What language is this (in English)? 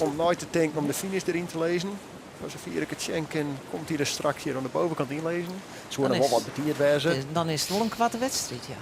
Western Frisian